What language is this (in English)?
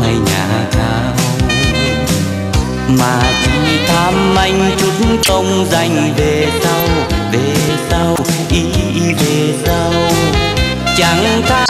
Vietnamese